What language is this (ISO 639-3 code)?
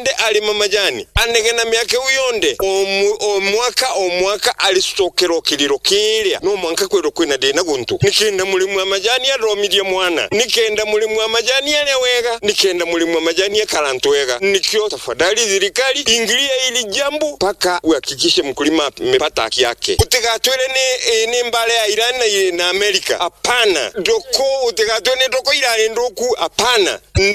mer